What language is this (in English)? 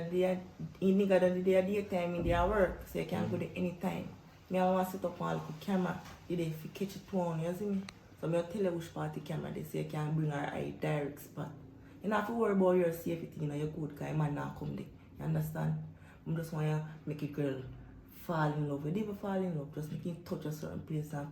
Jamaican Creole English